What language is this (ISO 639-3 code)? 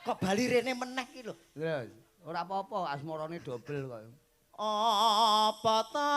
jav